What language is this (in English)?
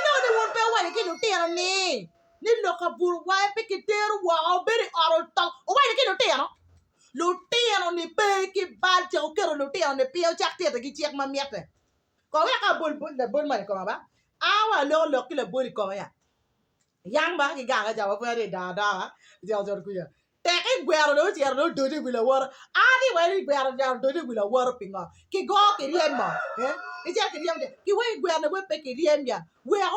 Acoli